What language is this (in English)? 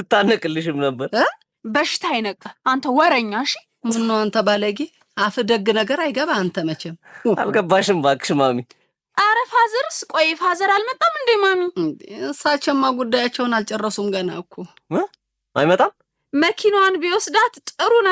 Amharic